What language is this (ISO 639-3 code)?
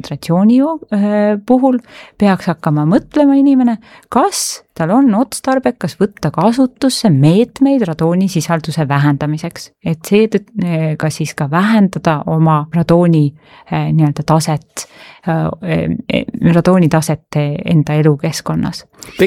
est